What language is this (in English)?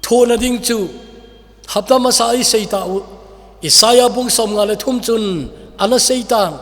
Thado Chin